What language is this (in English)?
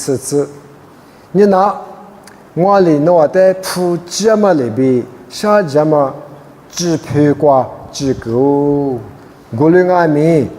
Lisu